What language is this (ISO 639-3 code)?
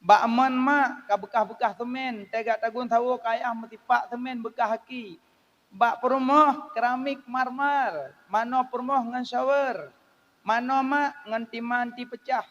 ace